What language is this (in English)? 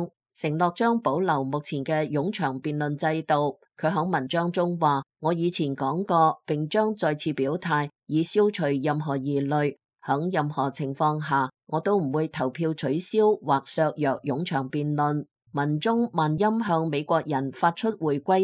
Cantonese